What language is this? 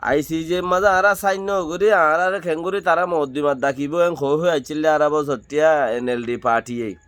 Rohingya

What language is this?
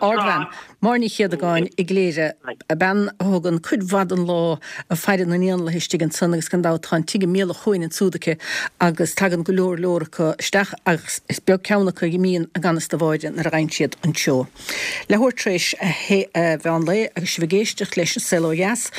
Irish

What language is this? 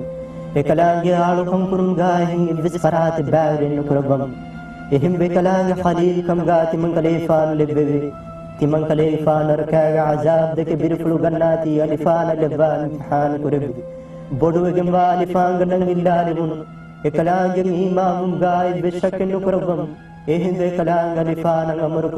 Divehi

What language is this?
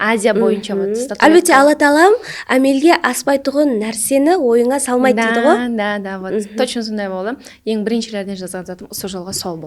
Kara-Kalpak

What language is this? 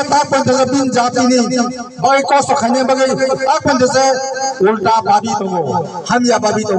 Kok Borok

